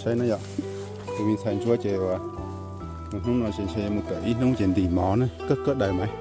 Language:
Hmong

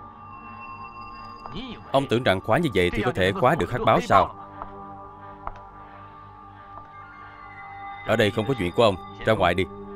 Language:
Vietnamese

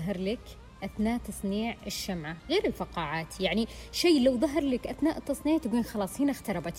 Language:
Najdi Arabic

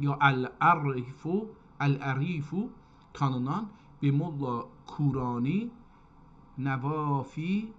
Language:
South Azerbaijani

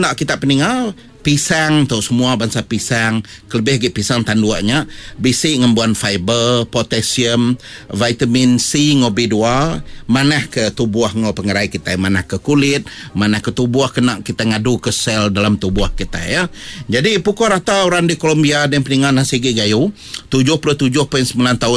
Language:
Iban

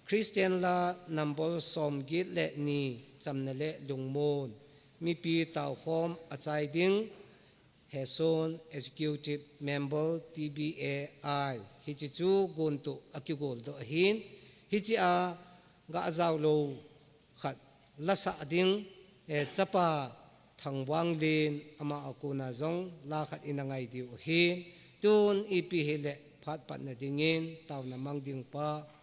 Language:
Thado Chin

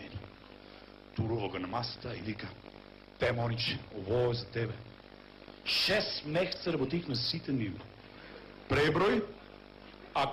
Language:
Macedonian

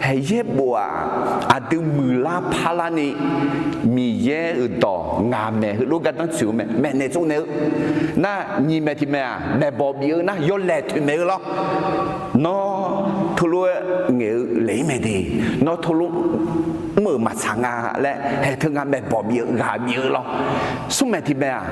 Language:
Akha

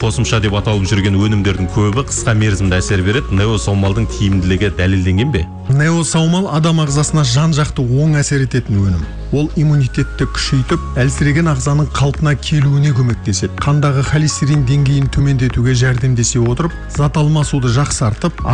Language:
Kazakh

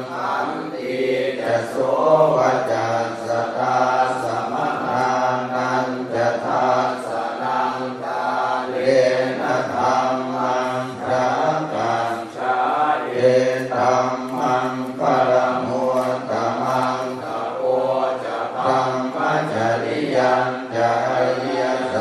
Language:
Pali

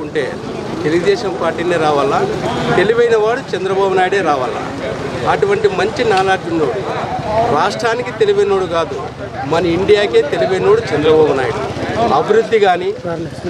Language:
Telugu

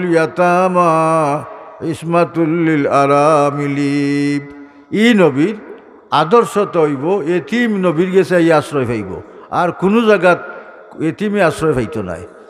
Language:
Sylheti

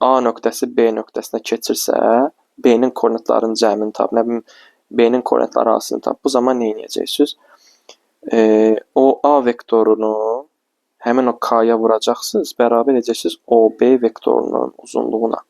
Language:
Azerbaijani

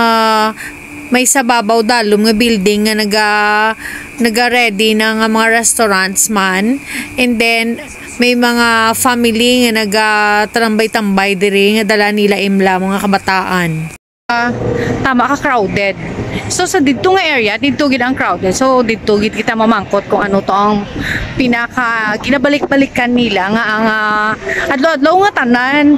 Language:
Hiligaynon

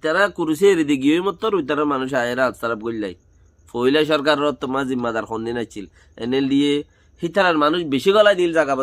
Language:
Rohingya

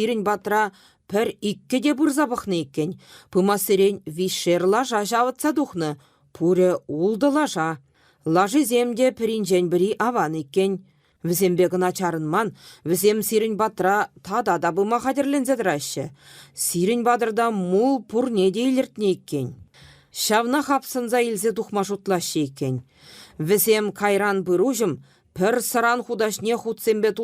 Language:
Chuvash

